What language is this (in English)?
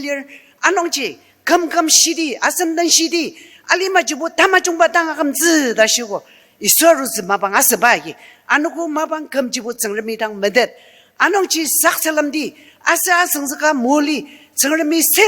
Ao Naga